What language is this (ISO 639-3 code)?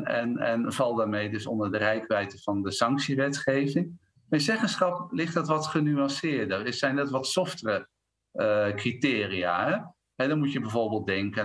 nld